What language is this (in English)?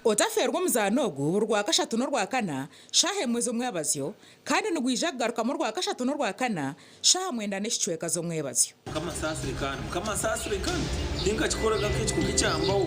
Nyankole